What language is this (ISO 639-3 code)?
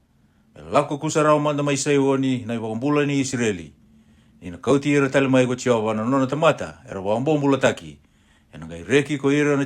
fij